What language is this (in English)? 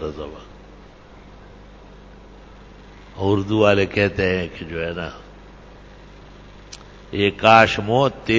Urdu